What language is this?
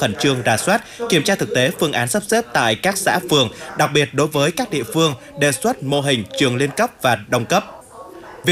Vietnamese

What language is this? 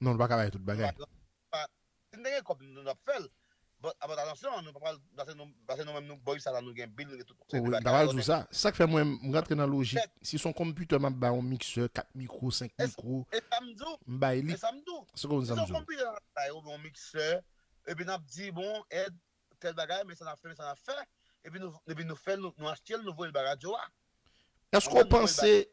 Haitian Creole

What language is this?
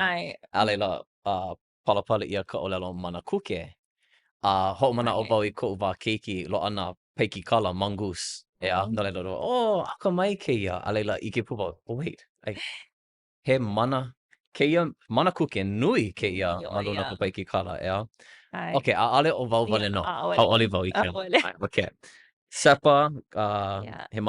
Hawaiian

